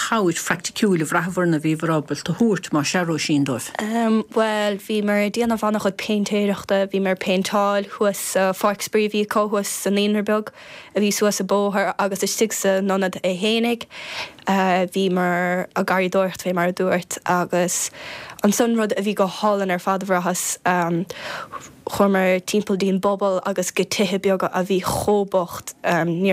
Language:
Irish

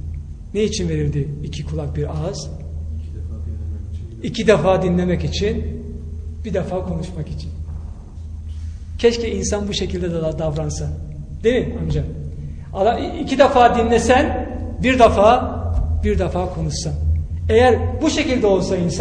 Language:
Turkish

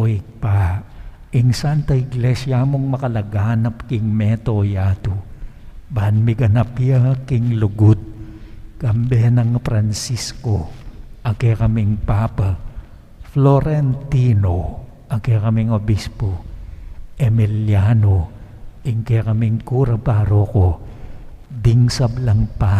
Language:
Pampanga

